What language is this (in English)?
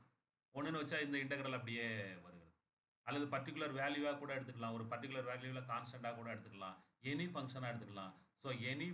Tamil